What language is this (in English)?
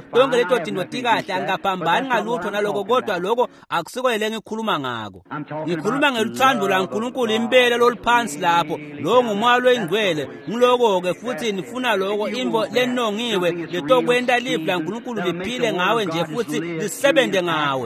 Swati